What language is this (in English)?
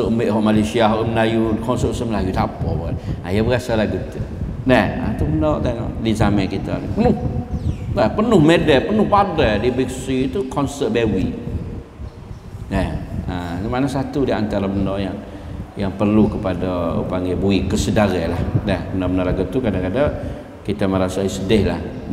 Malay